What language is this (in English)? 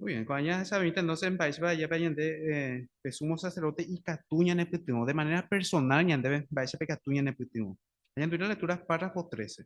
Guarani